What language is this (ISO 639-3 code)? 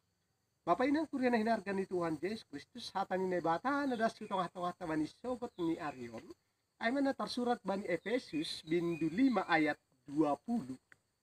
bts